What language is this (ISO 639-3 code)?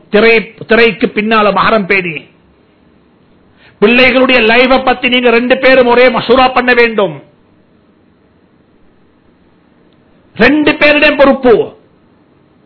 tam